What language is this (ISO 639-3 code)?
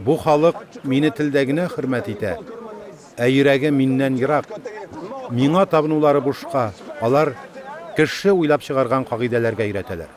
tat